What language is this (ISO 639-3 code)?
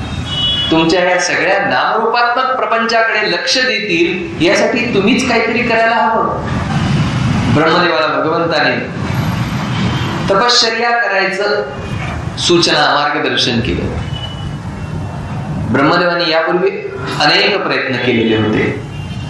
mar